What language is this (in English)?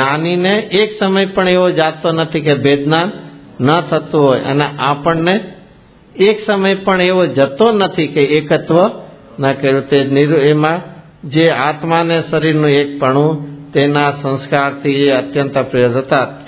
Gujarati